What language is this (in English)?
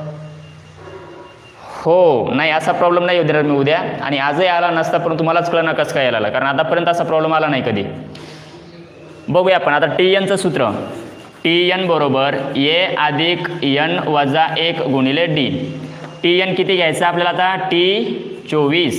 Marathi